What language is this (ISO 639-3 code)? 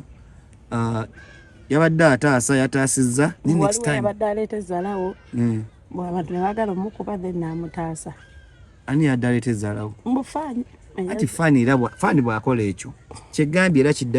lug